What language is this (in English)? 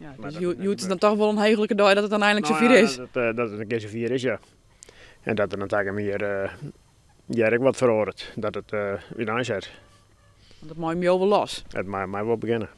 Western Frisian